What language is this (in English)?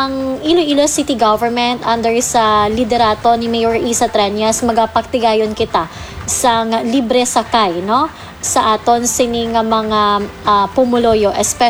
Hiligaynon